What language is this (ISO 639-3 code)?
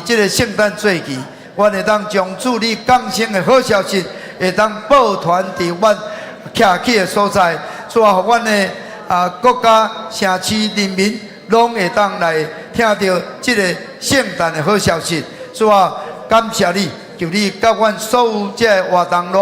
nan